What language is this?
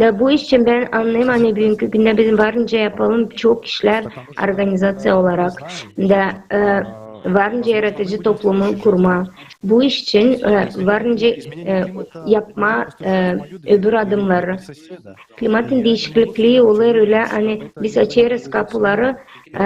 Gagauz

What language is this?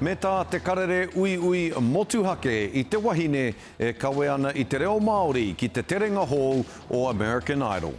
Māori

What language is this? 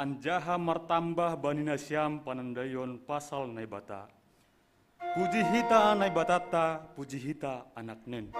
Batak Simalungun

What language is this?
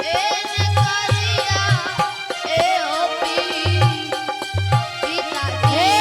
Angika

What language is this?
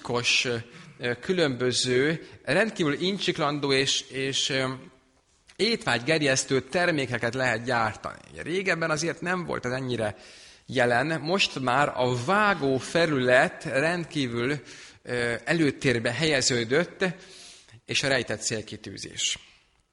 Hungarian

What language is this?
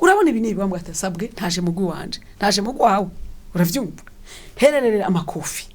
Rundi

